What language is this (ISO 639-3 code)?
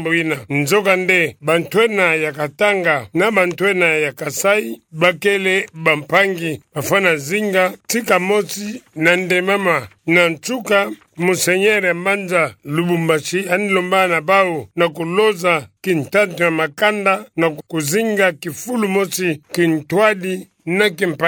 ktu